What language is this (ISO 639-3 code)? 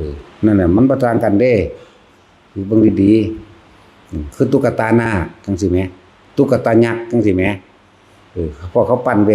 tts